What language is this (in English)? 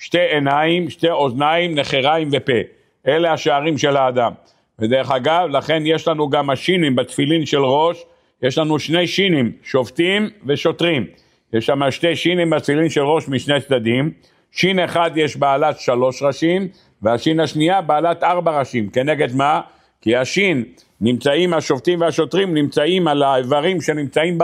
Hebrew